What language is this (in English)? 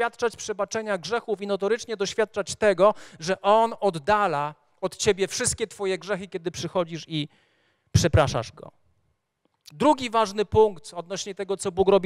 Polish